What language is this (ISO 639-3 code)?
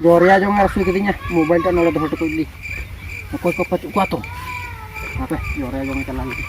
sat